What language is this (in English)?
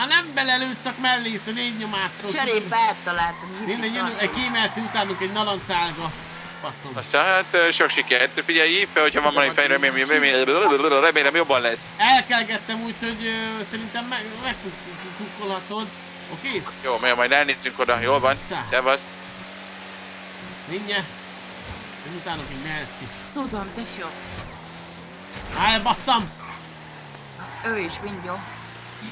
Hungarian